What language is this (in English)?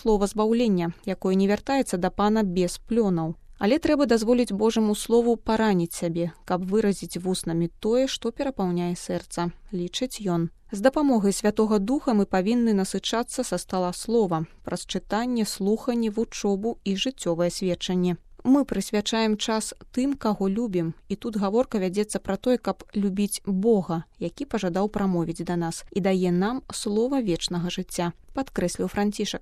Belarusian